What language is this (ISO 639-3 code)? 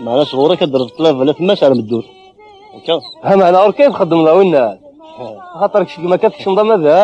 kab